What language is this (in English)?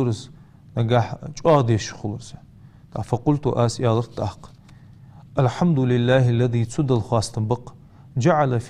Ingush